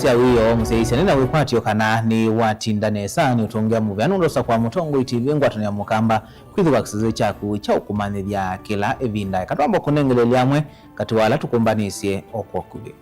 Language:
Kamba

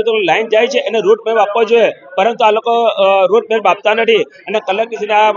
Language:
Gujarati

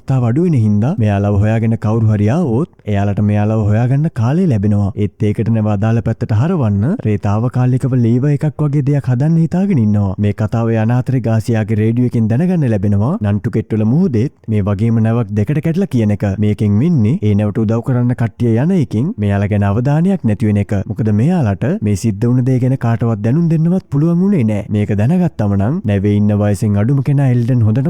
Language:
Sinhala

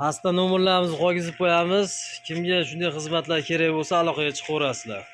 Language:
Uzbek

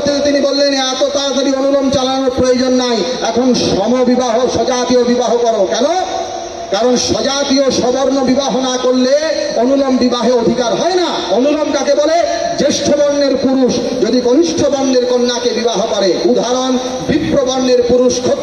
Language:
Bangla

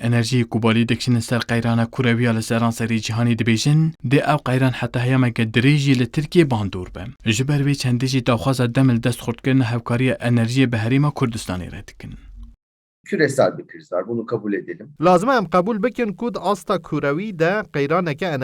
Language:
Kurdish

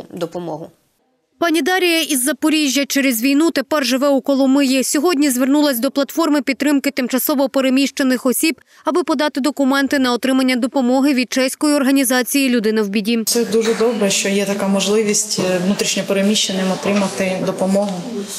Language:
Ukrainian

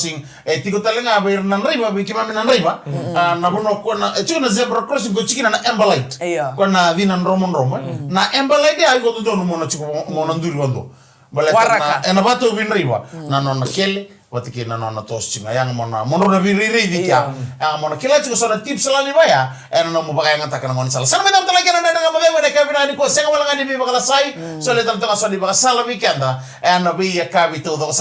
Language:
Fijian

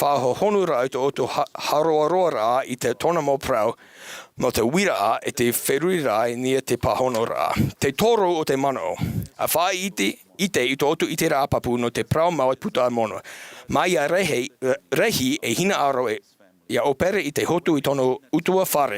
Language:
Tahitian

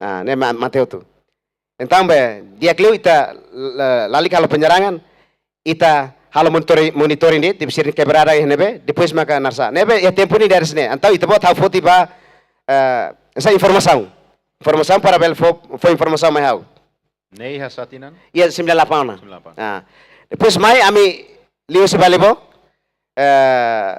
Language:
Tetum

